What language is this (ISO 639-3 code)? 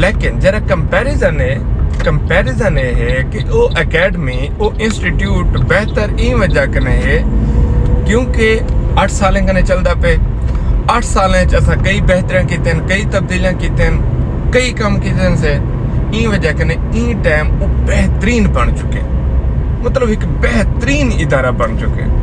skr